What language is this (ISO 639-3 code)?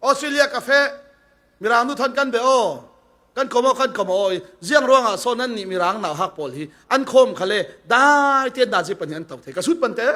cfm